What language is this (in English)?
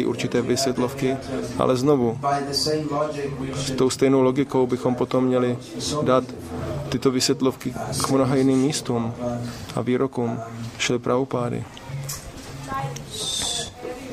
Czech